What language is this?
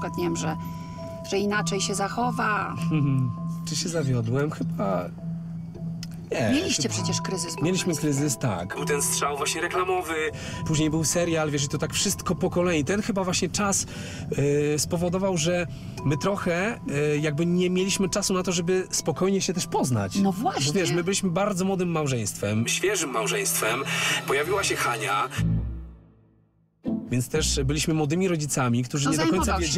Polish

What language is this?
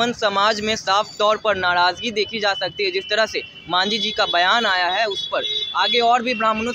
Hindi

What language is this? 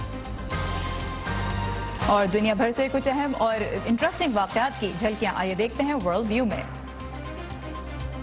Urdu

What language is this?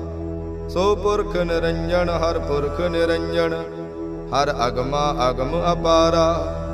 Punjabi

